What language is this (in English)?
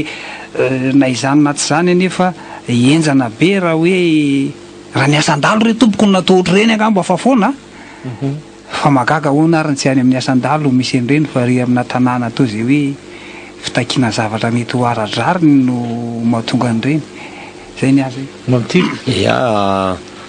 Malagasy